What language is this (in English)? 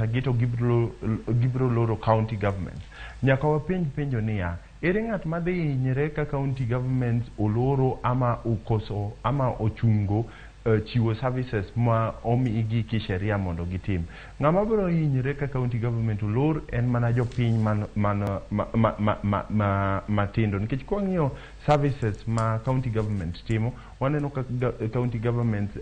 Luo (Kenya and Tanzania)